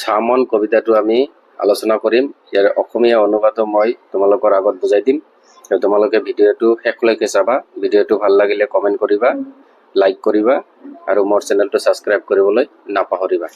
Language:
Assamese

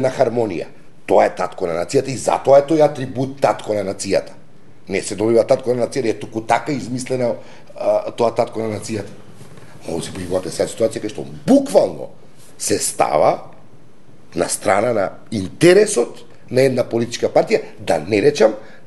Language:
Macedonian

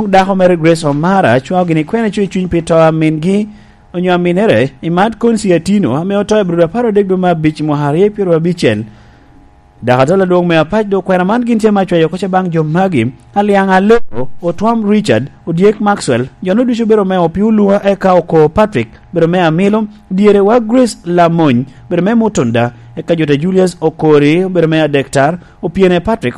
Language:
Lango (Uganda)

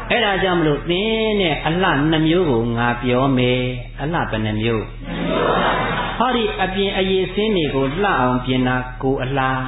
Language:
Burmese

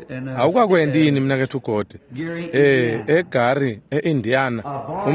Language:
Swati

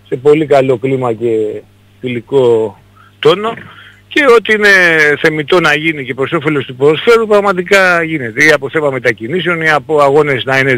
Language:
Greek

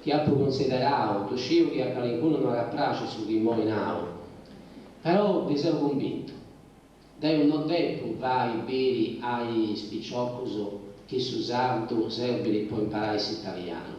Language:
Sardinian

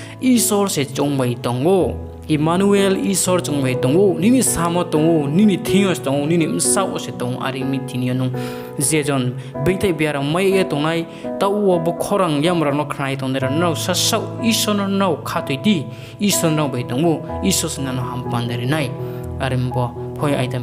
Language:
Riang (India)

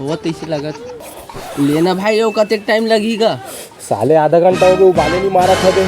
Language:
Chhattisgarhi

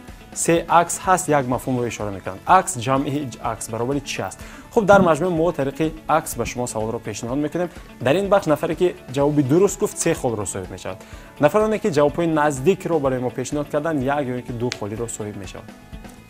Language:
Tajik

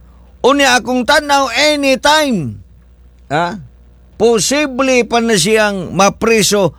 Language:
Cebuano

